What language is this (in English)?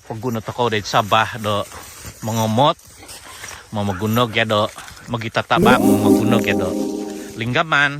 Central Dusun